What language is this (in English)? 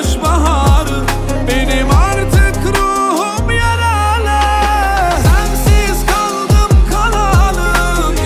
Turkish